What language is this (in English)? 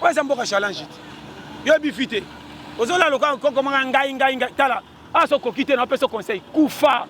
Lingala